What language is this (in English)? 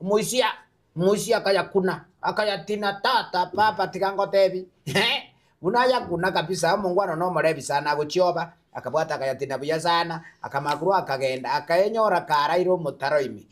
Gusii